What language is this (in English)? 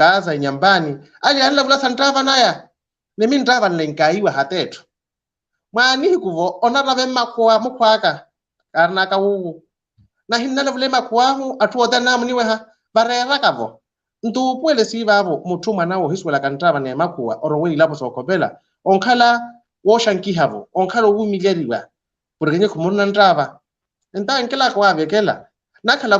Makhuwa